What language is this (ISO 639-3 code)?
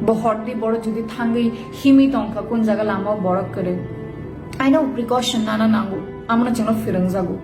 trp